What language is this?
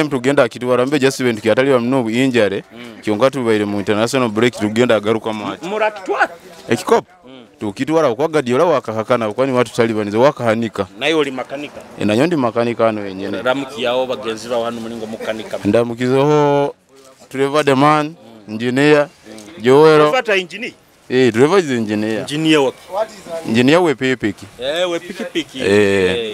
Nyoro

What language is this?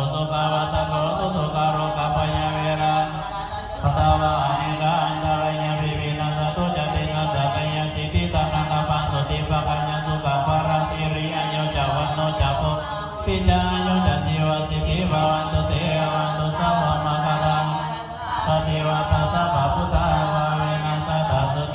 Pali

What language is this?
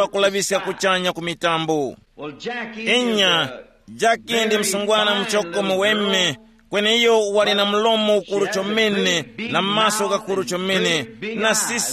Tumbuka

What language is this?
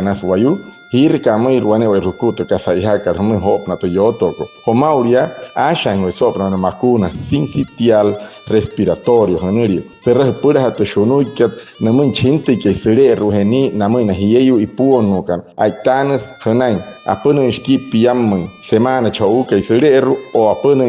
Wayuu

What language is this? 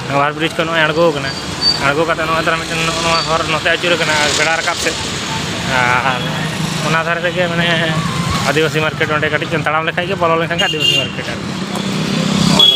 Santali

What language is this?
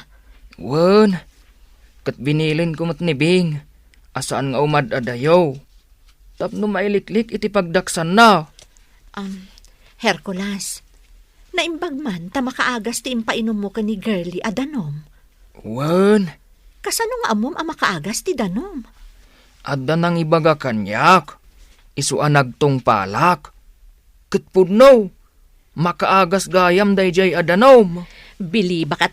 Iloko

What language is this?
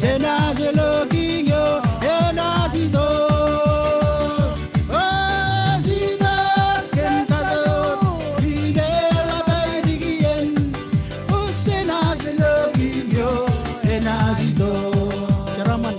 Marshallese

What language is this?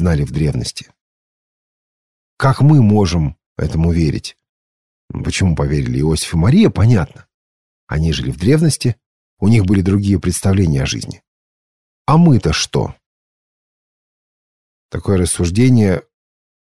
Russian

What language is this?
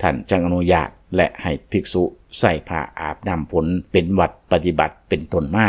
Lao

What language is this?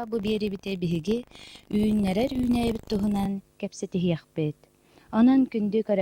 Yakut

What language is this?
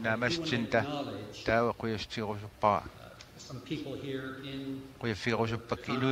Kalaallisut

